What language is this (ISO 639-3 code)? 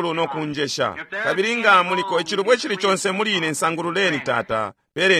bem